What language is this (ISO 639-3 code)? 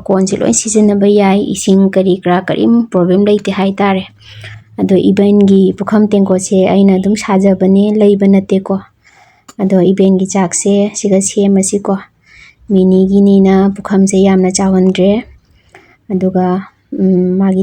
mni